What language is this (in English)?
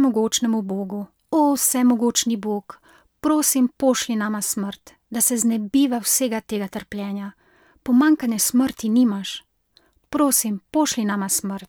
Slovenian